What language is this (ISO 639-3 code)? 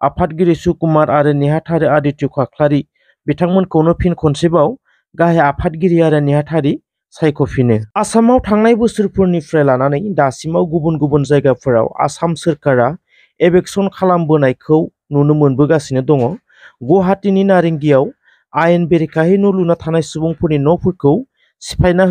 brx